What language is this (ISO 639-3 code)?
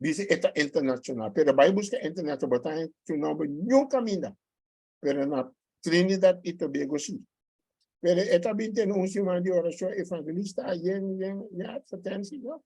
pap